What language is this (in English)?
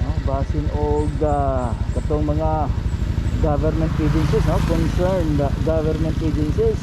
Cebuano